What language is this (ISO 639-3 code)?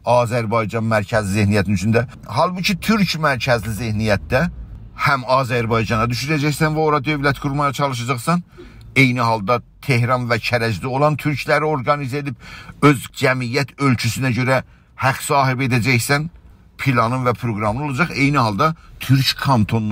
azb